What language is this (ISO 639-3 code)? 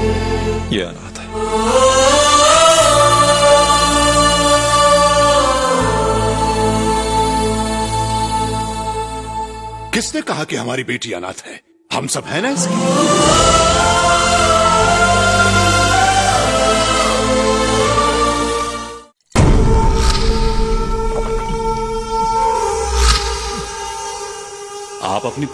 hin